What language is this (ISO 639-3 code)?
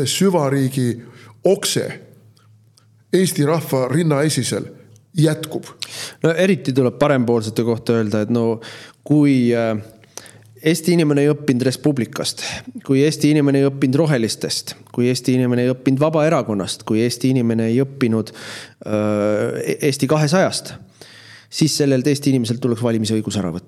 est